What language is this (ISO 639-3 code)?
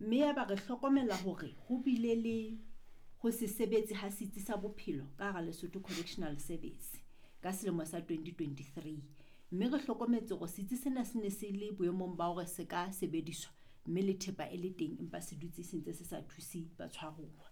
sot